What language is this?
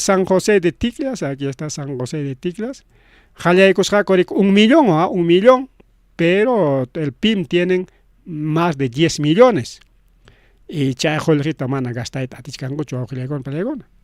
Ayacucho Quechua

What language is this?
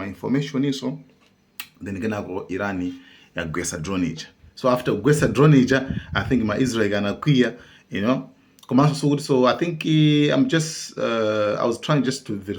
Nyanja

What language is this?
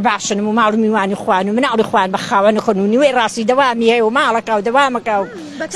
Central Kurdish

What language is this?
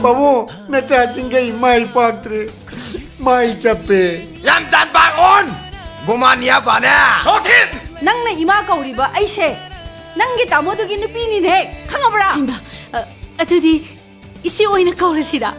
Manipuri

